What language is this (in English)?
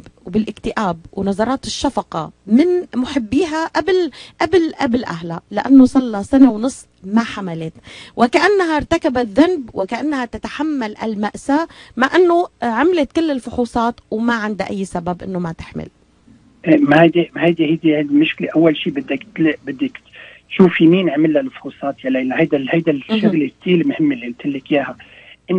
North Levantine Arabic